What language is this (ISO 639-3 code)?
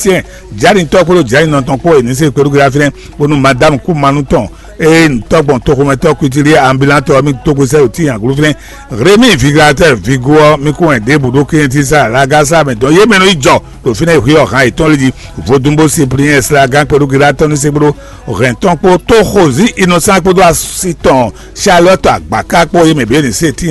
fon